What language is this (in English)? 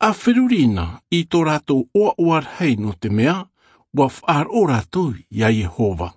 Tahitian